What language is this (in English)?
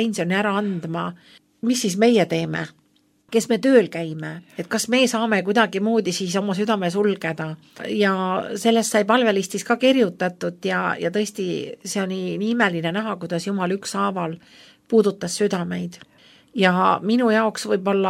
Estonian